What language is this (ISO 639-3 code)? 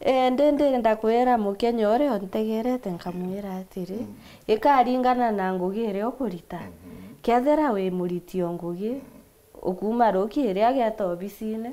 mer